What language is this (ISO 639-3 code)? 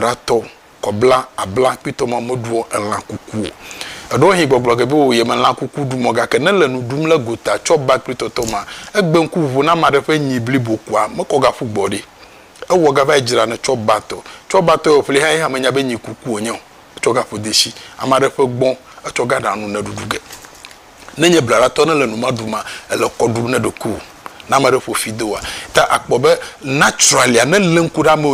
ewe